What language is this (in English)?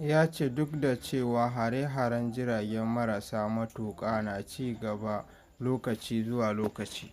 Hausa